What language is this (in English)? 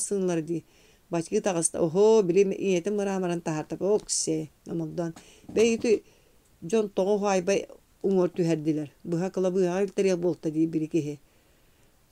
Yakut